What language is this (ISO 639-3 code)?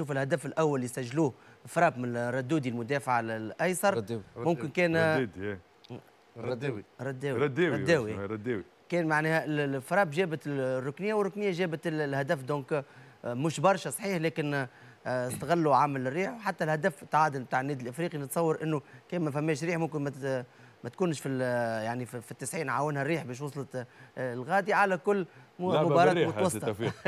aeb